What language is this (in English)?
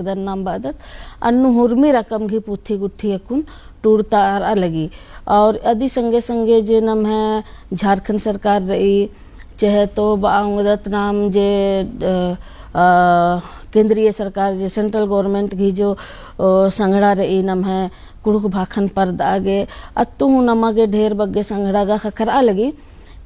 Kurukh